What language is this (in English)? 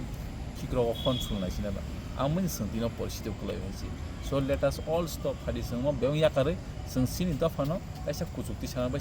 Kok Borok